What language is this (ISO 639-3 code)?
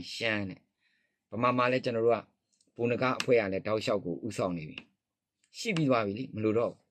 mya